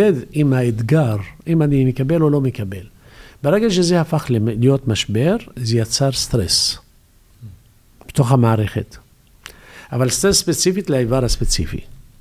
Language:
Hebrew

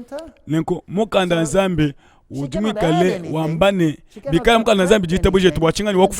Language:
Luba-Lulua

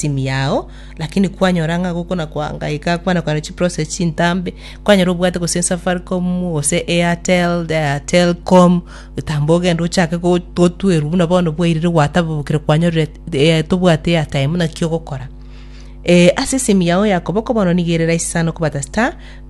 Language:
Gusii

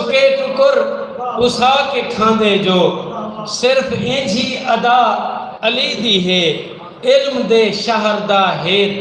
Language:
Saraiki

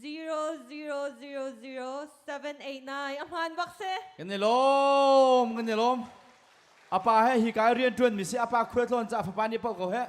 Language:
Hakha Chin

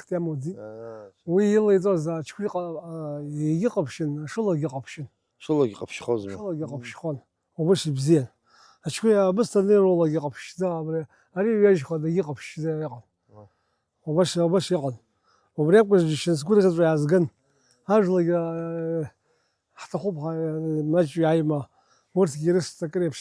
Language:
Abkhazian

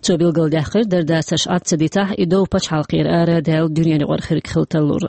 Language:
Chechen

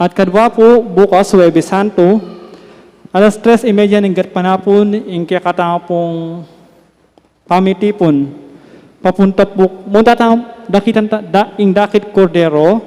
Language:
Pampanga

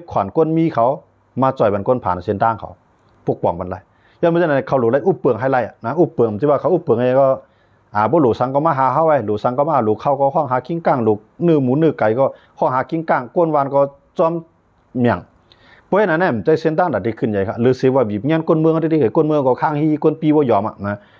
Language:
Shan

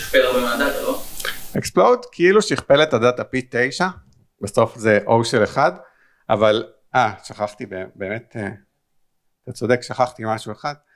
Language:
Hebrew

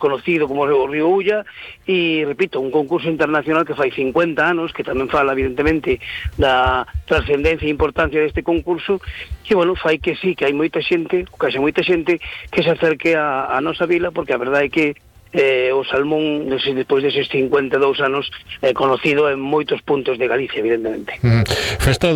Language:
Galician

